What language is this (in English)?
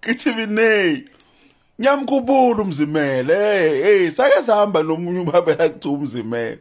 Zulu